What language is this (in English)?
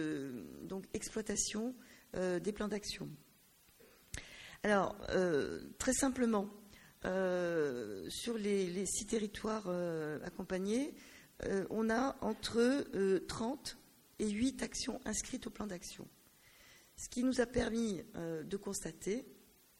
French